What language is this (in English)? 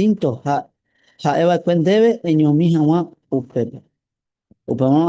Guarani